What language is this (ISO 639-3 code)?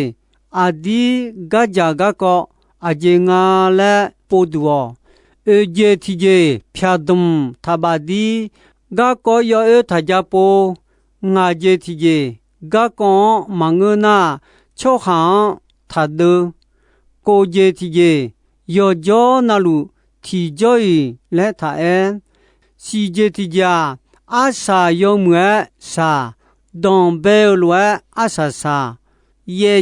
ahk